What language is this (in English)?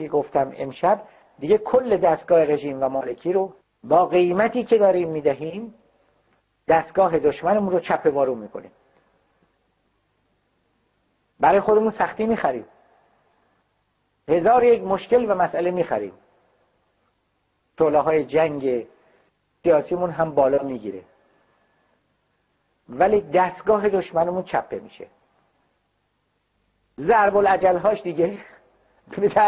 Persian